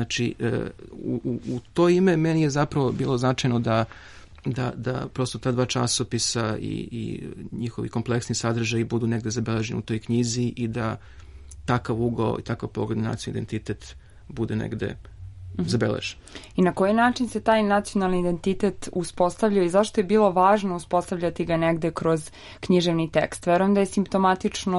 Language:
Serbian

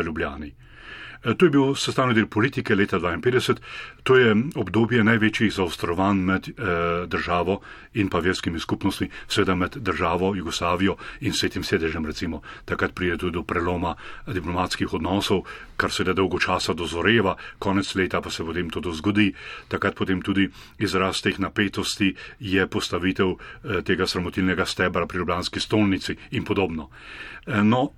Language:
Slovenian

